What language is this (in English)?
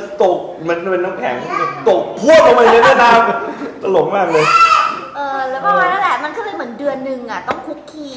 Thai